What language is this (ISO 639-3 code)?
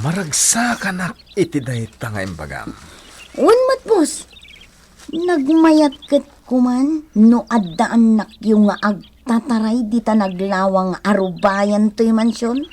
ilo